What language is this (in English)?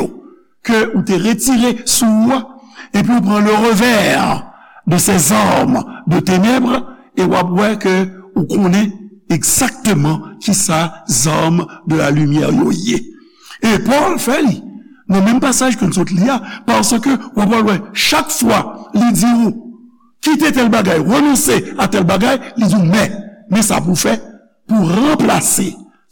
Haitian Creole